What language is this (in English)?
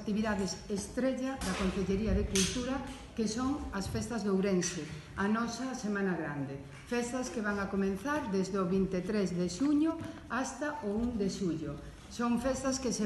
Galician